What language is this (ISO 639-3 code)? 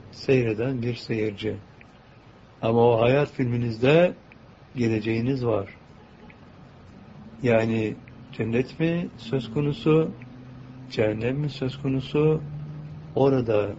tur